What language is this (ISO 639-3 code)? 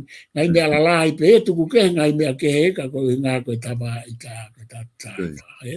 ton